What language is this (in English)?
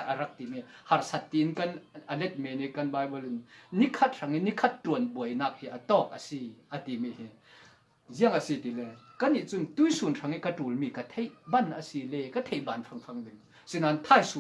Falam Chin